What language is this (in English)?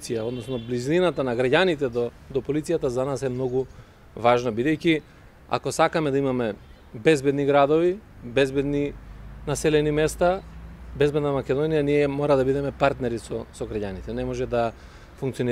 Macedonian